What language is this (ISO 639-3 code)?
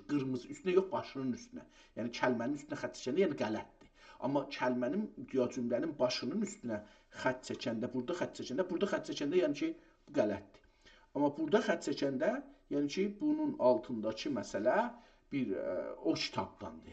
azb